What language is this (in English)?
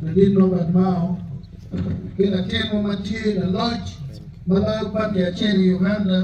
Acoli